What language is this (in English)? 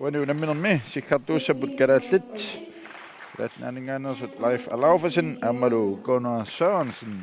Kalaallisut